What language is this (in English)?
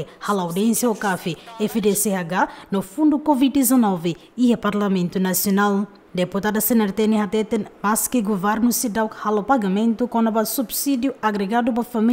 Tetum